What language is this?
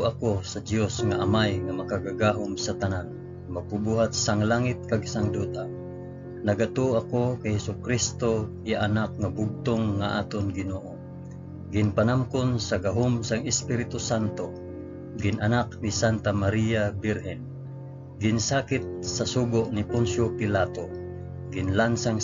Hiligaynon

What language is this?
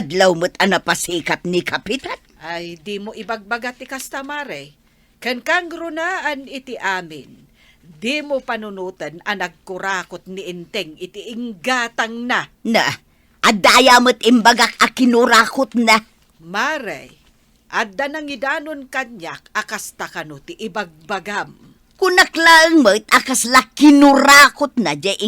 Iloko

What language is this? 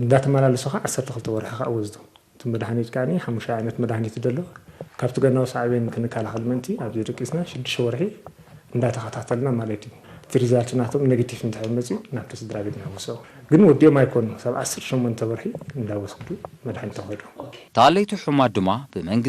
Tigrinya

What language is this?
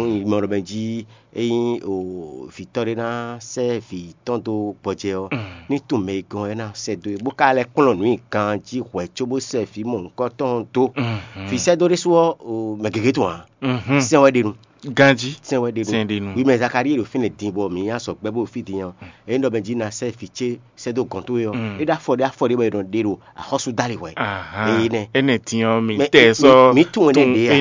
Fon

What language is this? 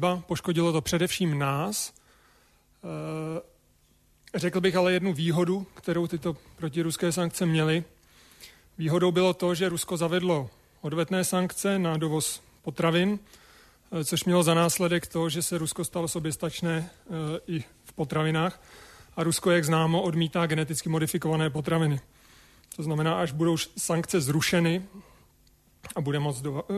Czech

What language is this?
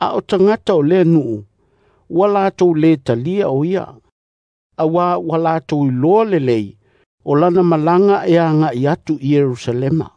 Samoan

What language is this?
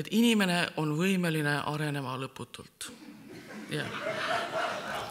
Estonian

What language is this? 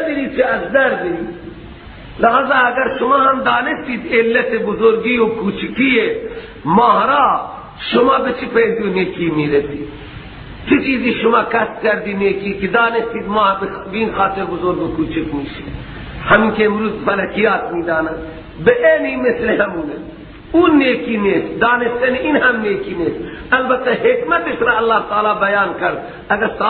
Persian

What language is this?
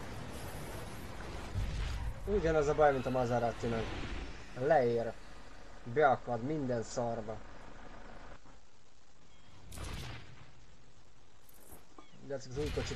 Hungarian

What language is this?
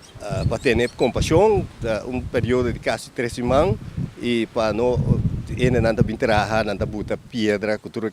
Papiamento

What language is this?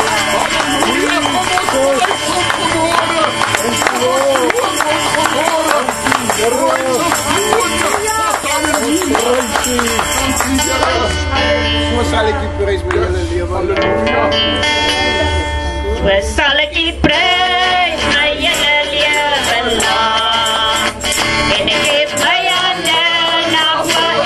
Afrikaans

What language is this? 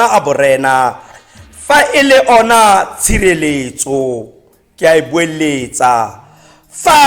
Tswana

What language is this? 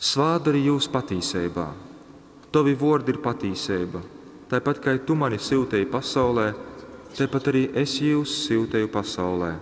Latgalian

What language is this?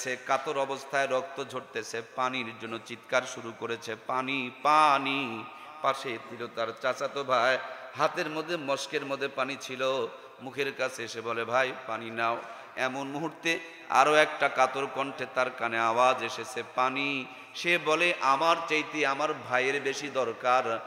Bangla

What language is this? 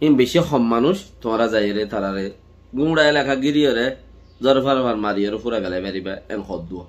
Rohingya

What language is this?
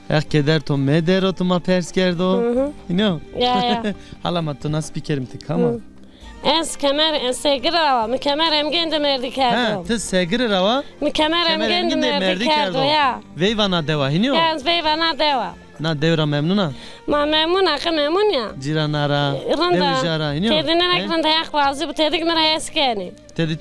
Zaza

